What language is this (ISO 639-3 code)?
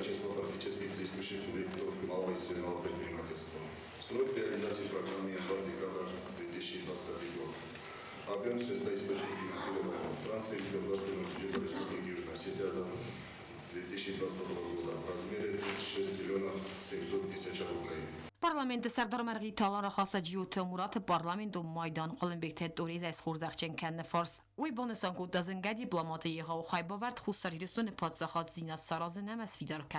oss